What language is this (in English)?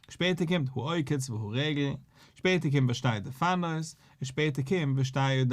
Yiddish